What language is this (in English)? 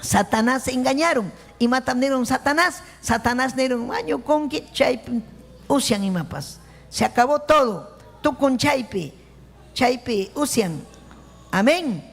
Ayacucho Quechua